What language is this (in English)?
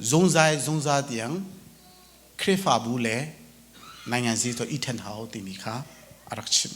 Hakha Chin